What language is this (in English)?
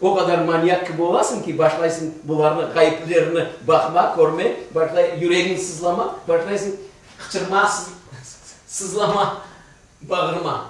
Crimean Tatar